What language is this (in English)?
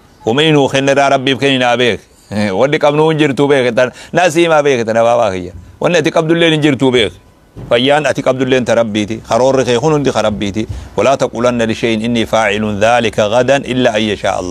Oromo